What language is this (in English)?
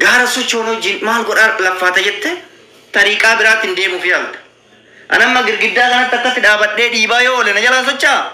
Oromo